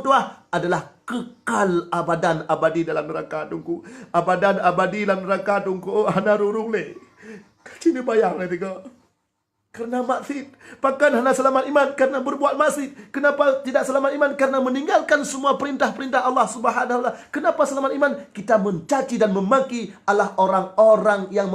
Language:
Achinese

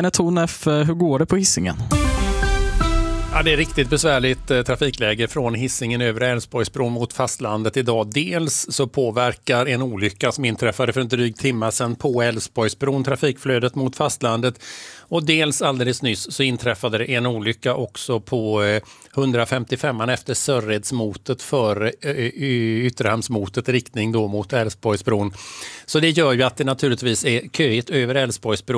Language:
Swedish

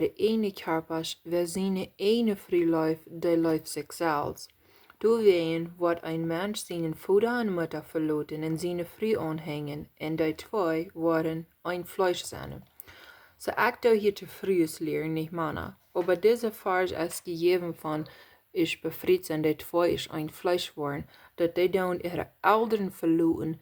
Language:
Plautdietsch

